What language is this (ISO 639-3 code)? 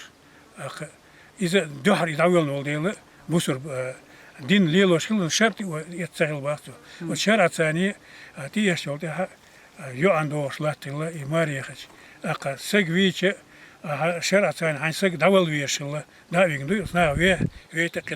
che